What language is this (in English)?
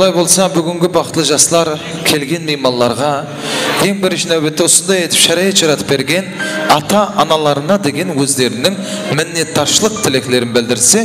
Kara-Kalpak